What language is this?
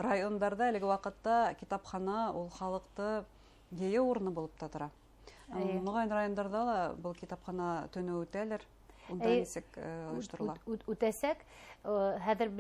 Bashkir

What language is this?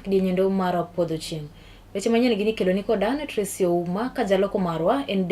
Luo (Kenya and Tanzania)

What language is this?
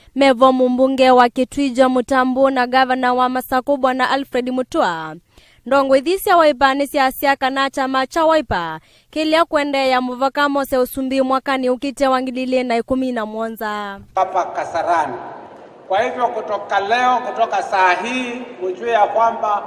Kamba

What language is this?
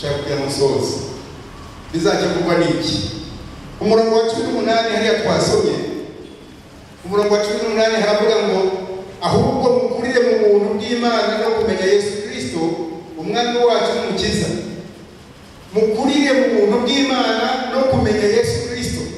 Kinyarwanda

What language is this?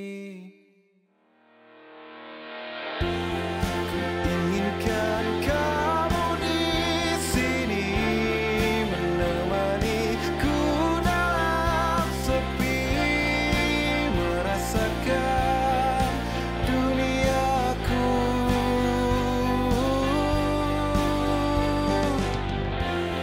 Indonesian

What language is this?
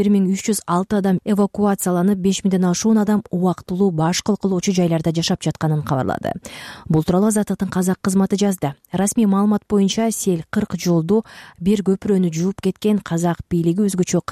Kyrgyz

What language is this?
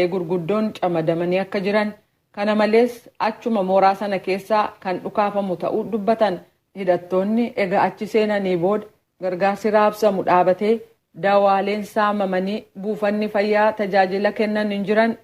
Oromo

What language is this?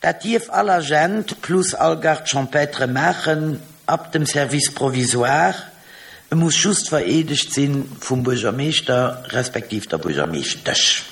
Luxembourgish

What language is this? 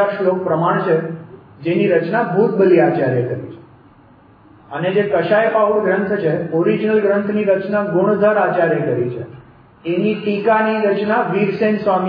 Gujarati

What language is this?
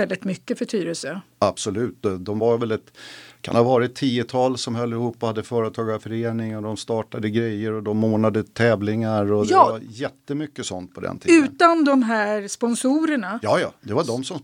Swedish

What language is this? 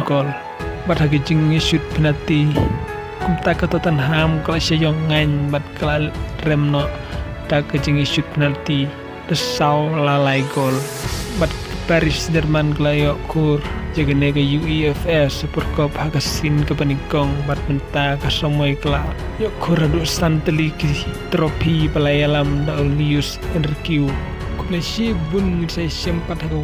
Khasi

